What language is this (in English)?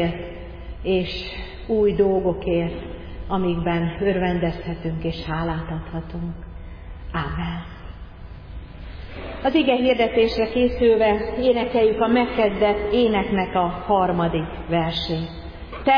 Hungarian